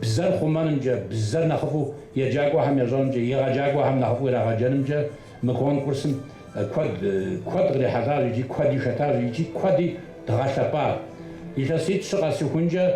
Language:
Kabardian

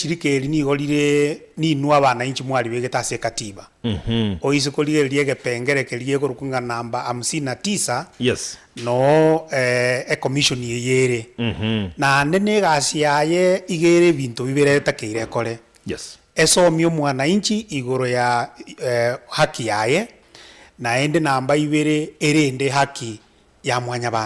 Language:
Gusii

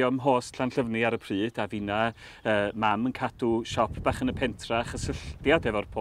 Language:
Welsh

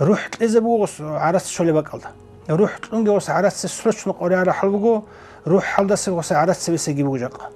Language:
Avaric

